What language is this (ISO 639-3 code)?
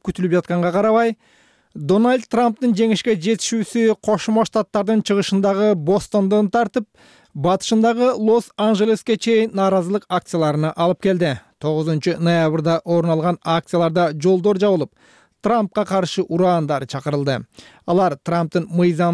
kir